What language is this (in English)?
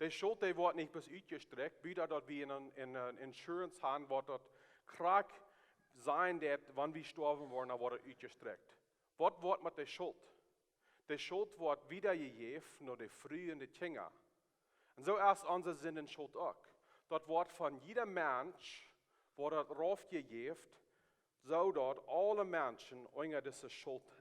Plautdietsch